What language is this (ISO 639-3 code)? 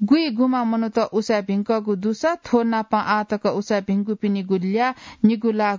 new